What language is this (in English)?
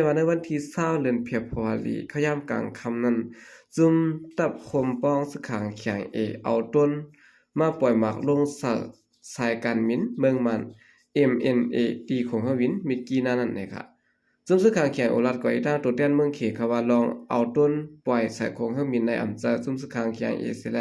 Shan